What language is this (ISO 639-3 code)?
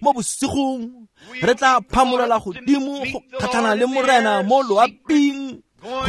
tsn